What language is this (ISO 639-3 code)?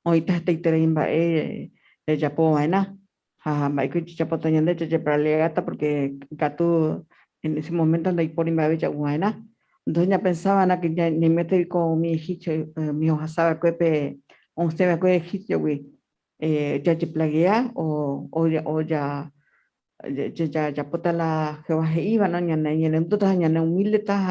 grn